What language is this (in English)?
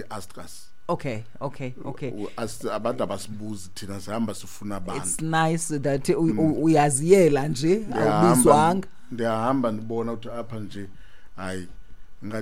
Xhosa